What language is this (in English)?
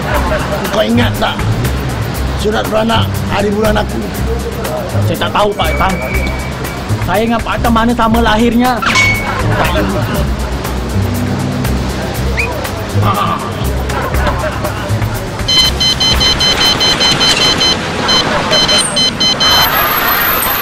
Malay